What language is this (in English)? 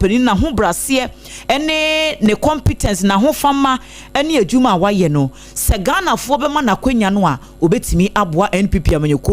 Akan